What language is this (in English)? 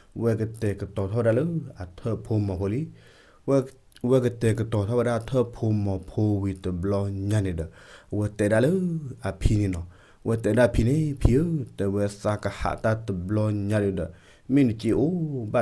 S'gaw Karen